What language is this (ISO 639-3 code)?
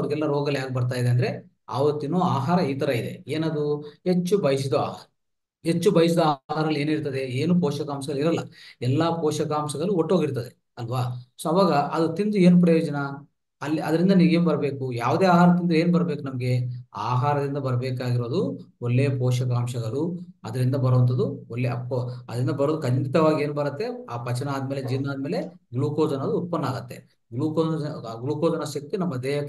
kan